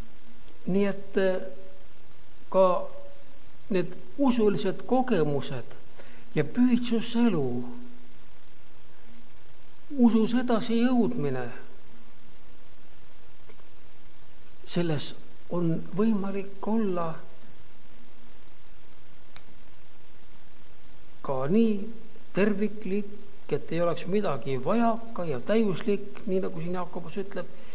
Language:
Estonian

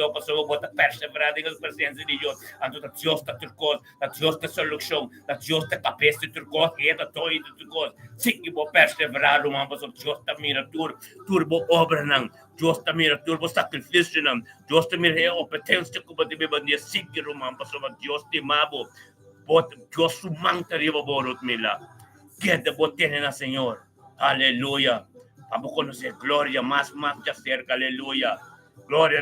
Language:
Papiamento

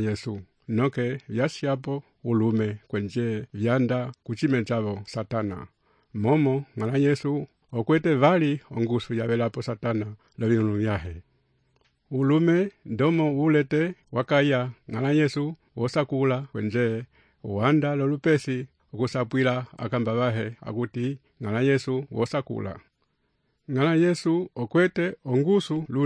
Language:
Umbundu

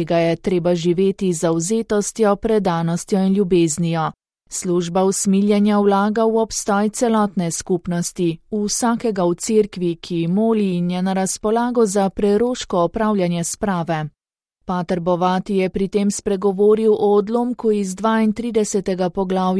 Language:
Slovenian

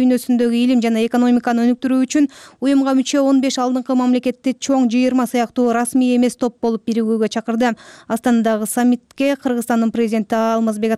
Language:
Kyrgyz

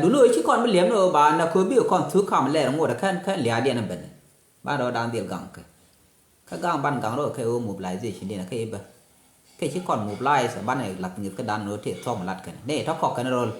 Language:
Nuer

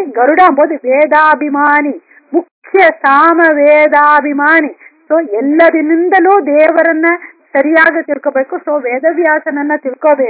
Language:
Kannada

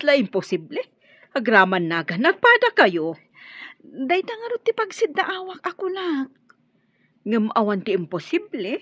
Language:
Iloko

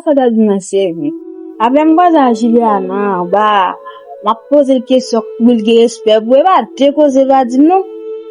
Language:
Haitian Creole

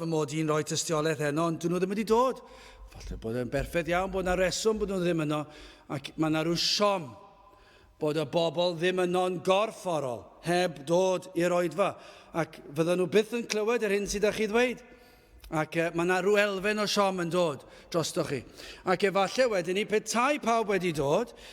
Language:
Welsh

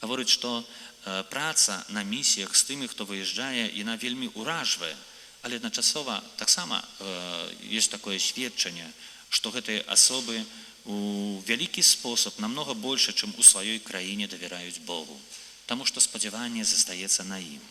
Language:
Belarusian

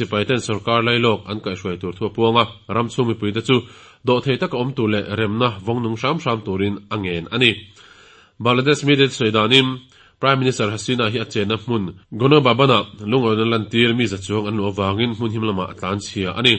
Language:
Mizo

